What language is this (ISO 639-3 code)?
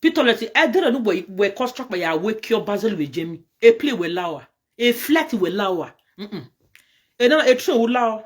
pcm